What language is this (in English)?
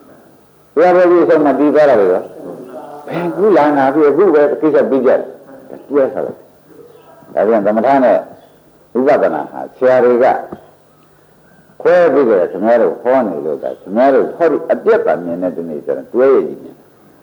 Burmese